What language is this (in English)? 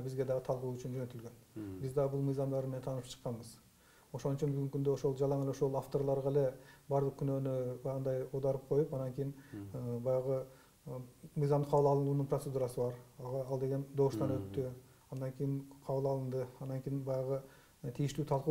Kyrgyz